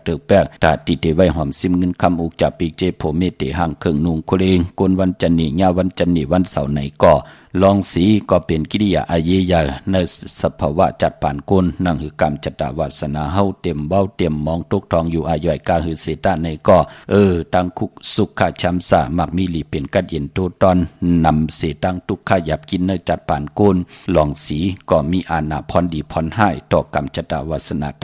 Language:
Shan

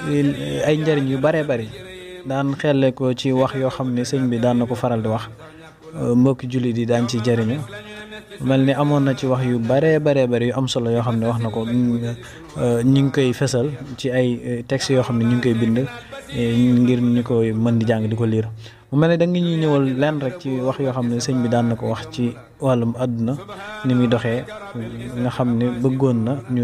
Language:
Wolof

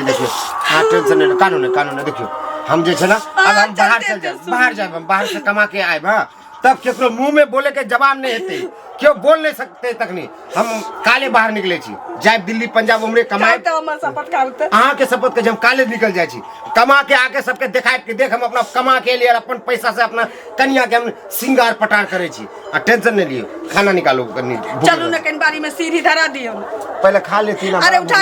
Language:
Maithili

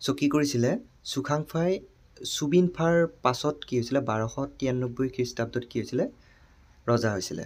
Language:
Assamese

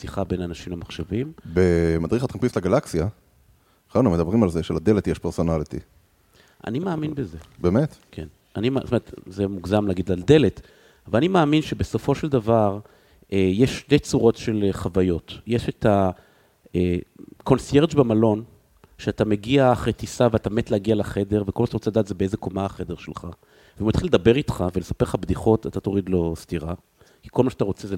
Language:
Hebrew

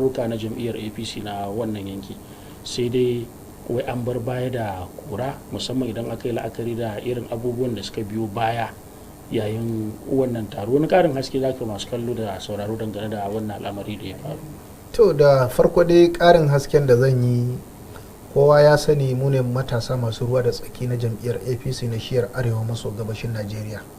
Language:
Hausa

